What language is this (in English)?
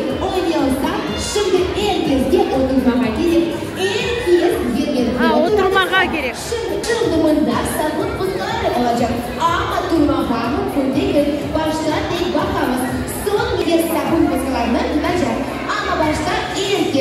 Crimean Tatar